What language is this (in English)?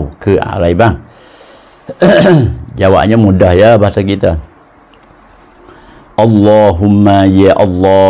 Pattani Malay